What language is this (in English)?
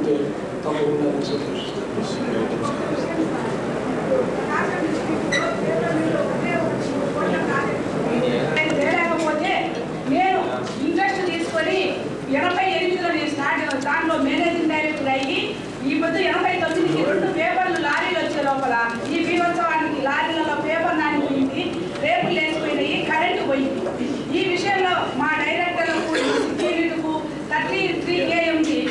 Telugu